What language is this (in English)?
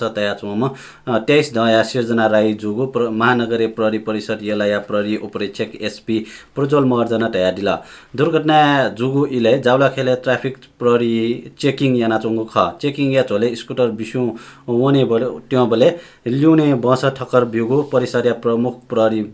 Newari